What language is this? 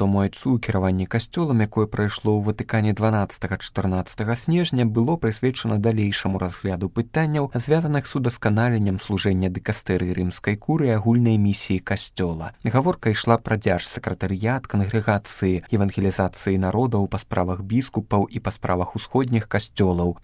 Belarusian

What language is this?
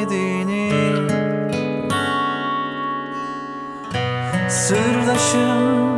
Turkish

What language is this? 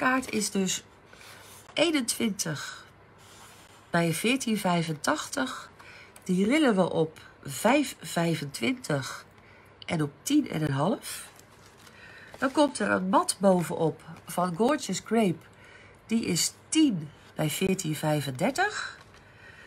Dutch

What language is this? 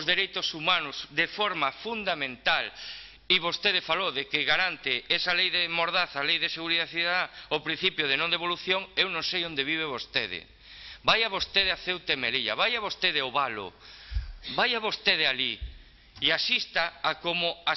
Galician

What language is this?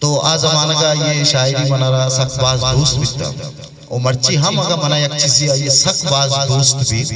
Eastern Balochi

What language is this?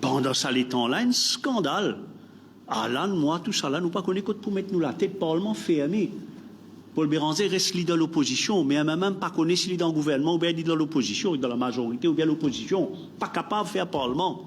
Morisyen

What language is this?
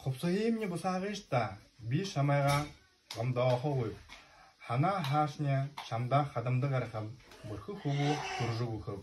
Buriat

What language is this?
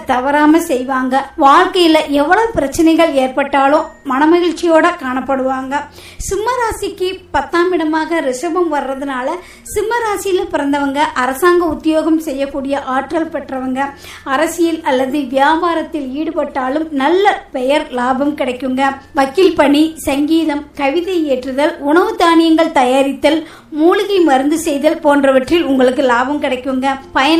Tamil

